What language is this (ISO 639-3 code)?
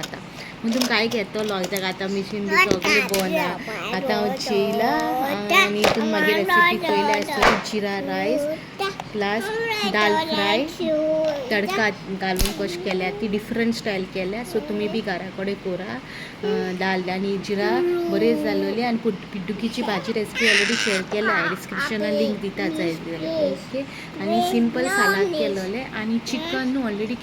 kok